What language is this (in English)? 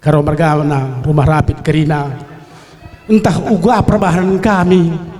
Batak Karo